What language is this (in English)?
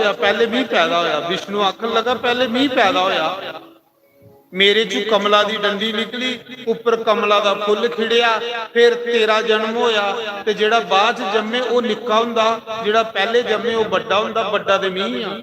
Dogri